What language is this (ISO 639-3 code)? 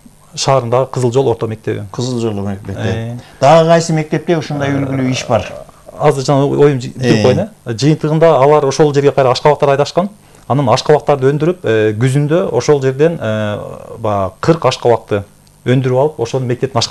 kir